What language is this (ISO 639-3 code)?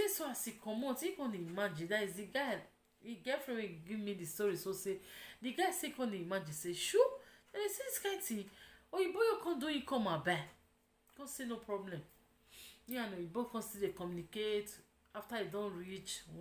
pcm